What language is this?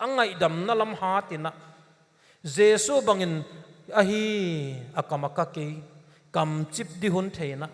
Paite Chin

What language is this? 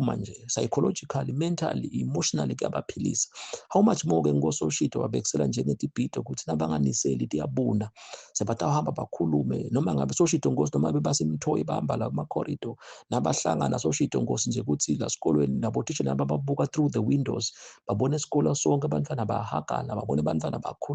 Zulu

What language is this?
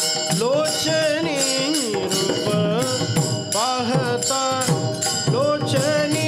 Marathi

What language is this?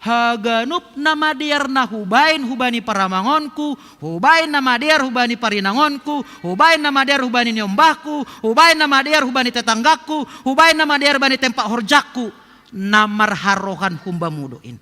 Batak Simalungun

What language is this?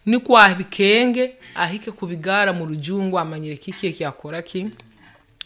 Nyoro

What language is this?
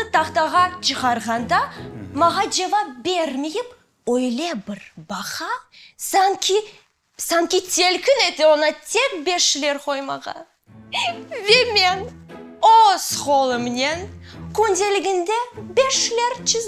Crimean Tatar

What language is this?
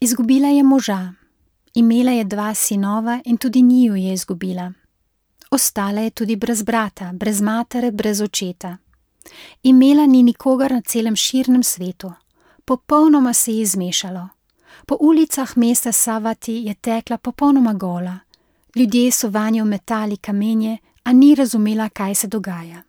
Slovenian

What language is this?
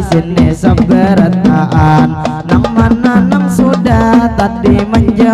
Banjar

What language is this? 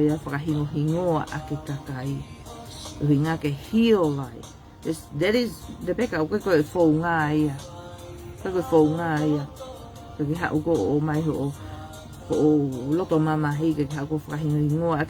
Tongan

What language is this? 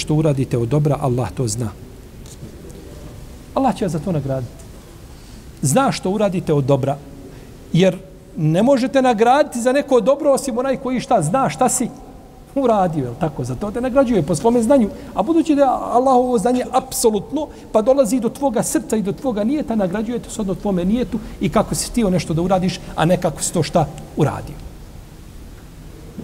Bosnian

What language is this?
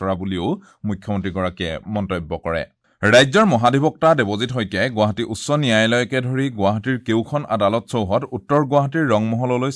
Assamese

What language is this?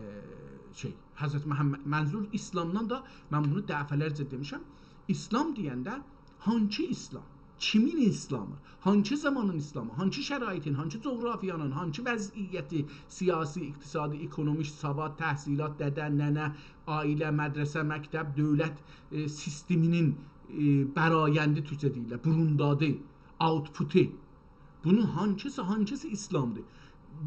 South Azerbaijani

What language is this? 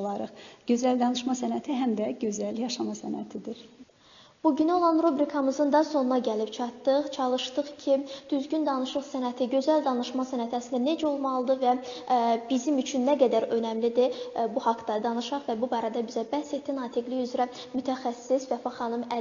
Azerbaijani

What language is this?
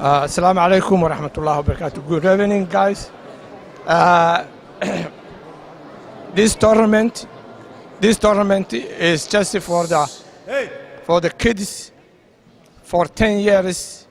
Somali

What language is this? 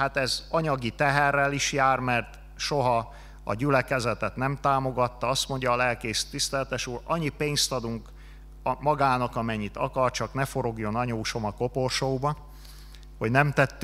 Hungarian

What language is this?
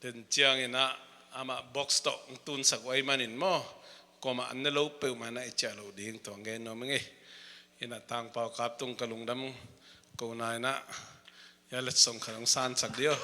Tedim Chin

